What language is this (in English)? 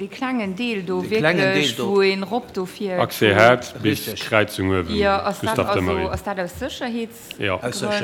Luxembourgish